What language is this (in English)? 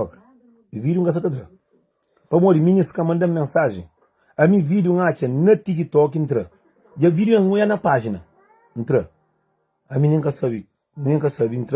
Kabuverdianu